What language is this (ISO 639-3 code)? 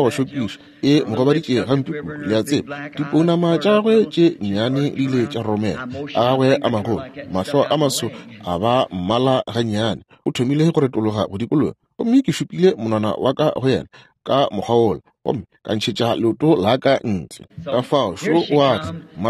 nso